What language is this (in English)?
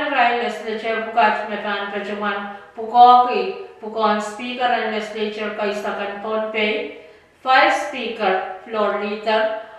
Pohnpeian